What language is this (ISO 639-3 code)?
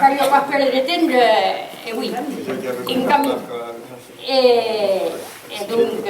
oci